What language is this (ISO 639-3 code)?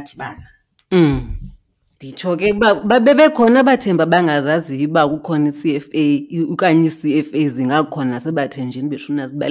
xho